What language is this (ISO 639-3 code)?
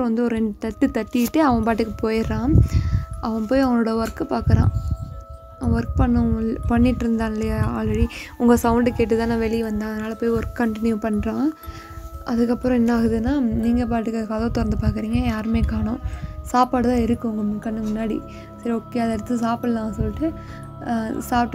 tam